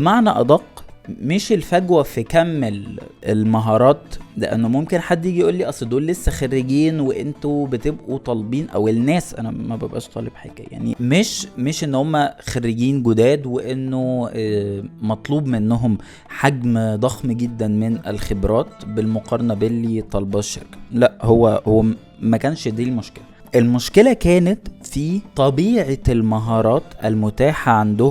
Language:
Egyptian Arabic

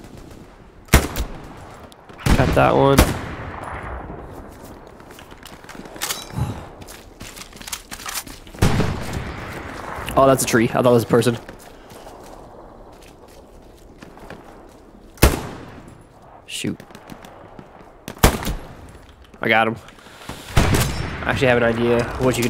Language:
English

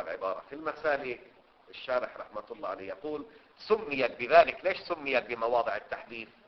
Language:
Arabic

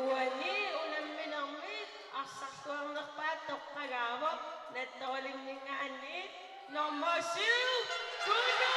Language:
Kalaallisut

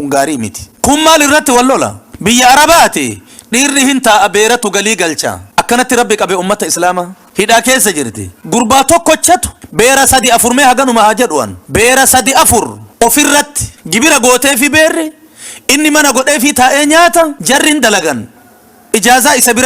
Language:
Oromo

